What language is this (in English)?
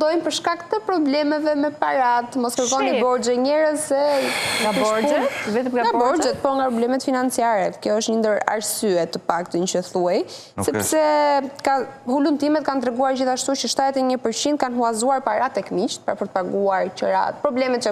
Albanian